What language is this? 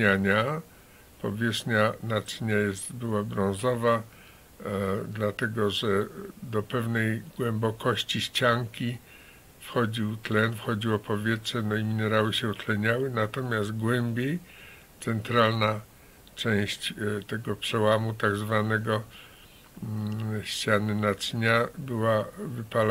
Polish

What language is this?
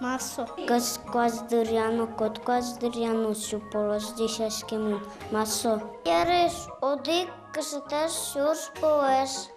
Udmurt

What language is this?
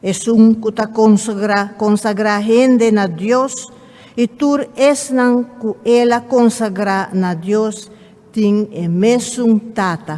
Papiamento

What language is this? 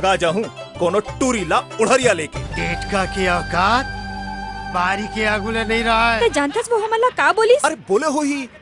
Chhattisgarhi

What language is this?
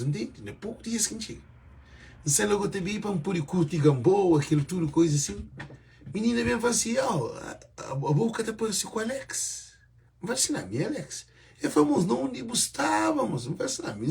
Kabuverdianu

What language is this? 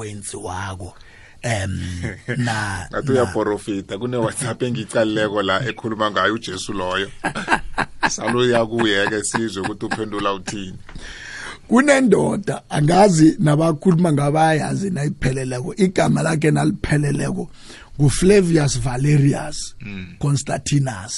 South Ndebele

